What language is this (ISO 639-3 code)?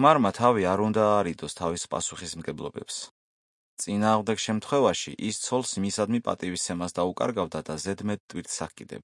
kat